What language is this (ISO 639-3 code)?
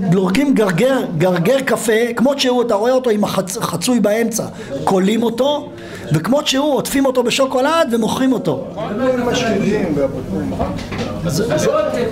heb